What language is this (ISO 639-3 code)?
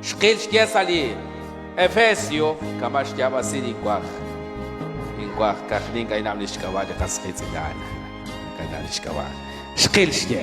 kek